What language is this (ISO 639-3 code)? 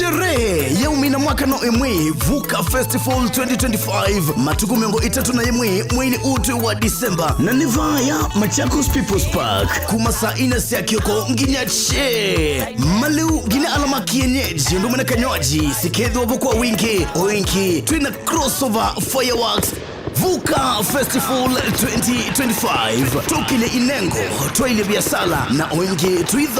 kam